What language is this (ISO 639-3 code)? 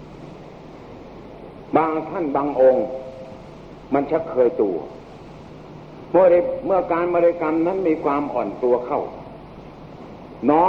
tha